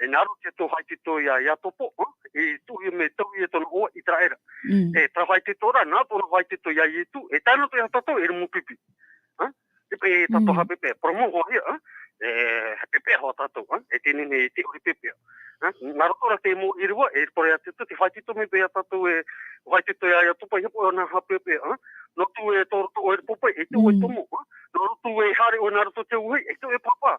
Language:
Tahitian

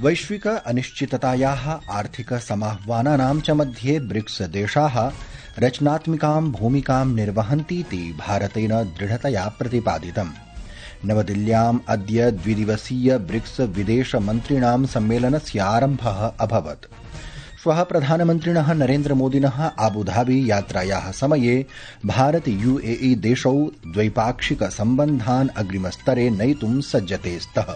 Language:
Sanskrit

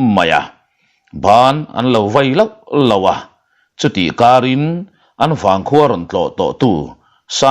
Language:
Mizo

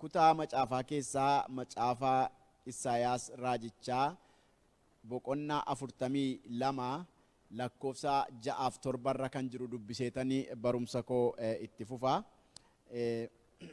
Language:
Oromo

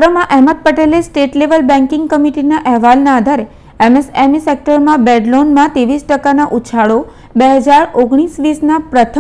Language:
Gujarati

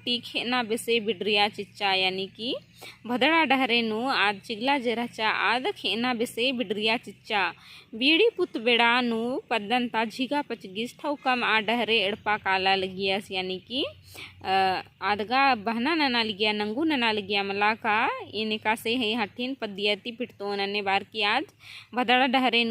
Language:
Kurukh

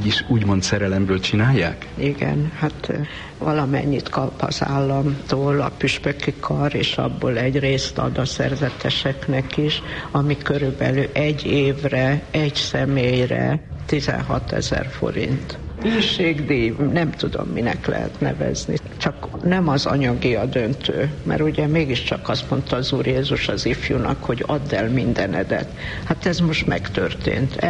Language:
Hungarian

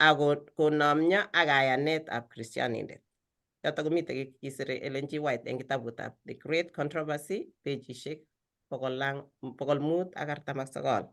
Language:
Kalenjin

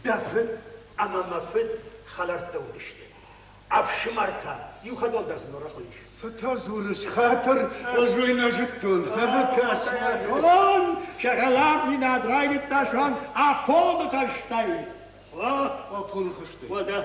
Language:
Ossetic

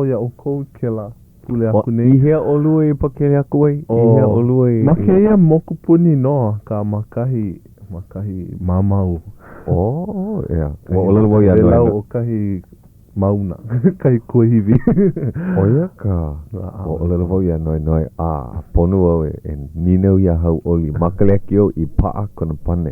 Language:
Hawaiian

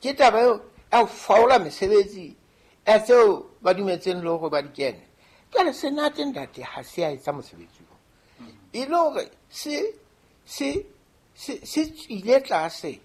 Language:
Southern Sotho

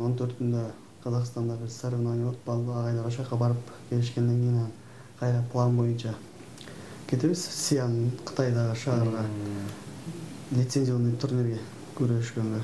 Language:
Kyrgyz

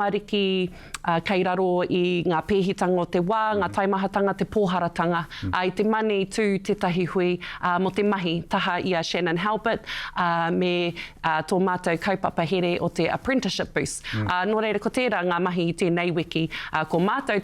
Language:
Māori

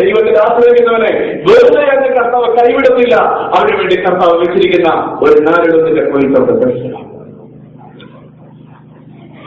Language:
Malayalam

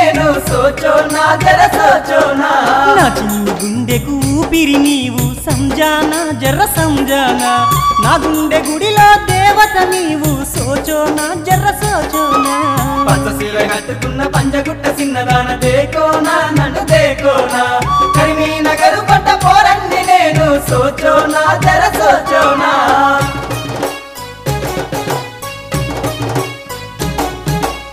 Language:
Telugu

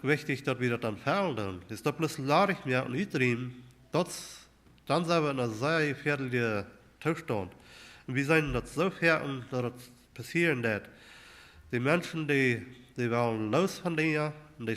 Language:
Plautdietsch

